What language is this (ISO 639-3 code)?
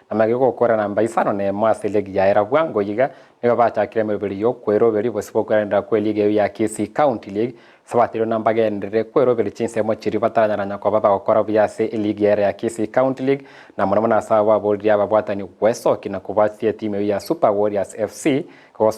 guz